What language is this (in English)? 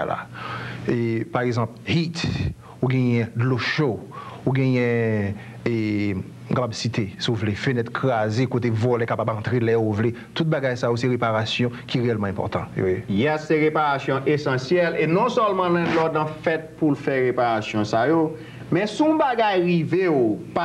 Haitian Creole